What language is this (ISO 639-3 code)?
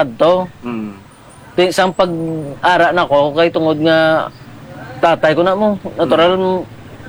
hil